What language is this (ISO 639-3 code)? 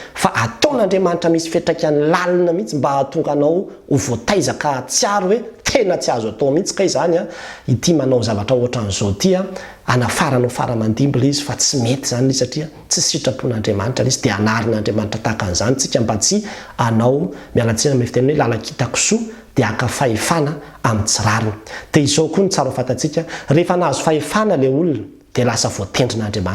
mlg